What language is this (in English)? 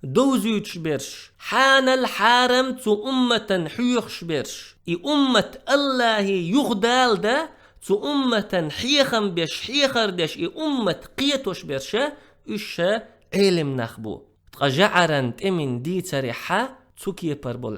Chechen